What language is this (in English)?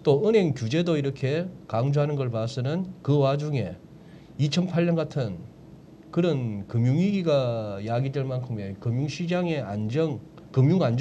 Korean